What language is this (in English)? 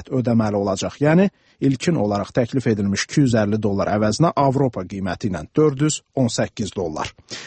Azerbaijani